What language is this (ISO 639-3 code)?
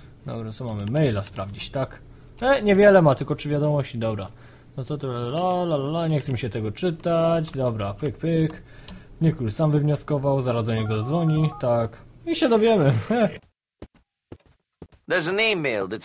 pol